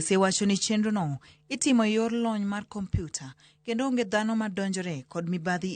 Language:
Luo (Kenya and Tanzania)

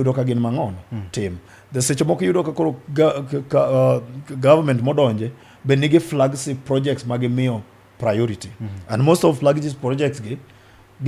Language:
Luo (Kenya and Tanzania)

